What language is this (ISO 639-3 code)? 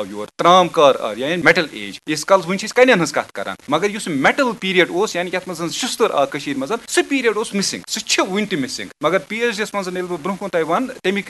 kas